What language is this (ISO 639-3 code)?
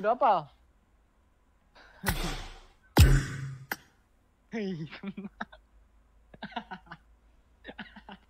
msa